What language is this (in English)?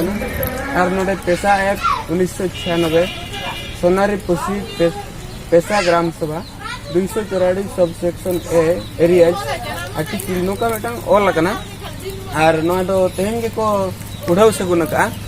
Santali